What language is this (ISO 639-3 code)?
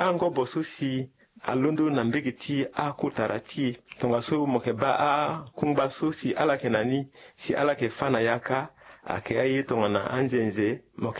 sag